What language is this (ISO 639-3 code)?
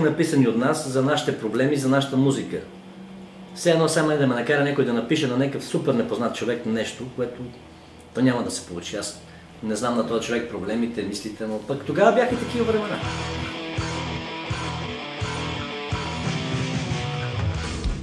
bul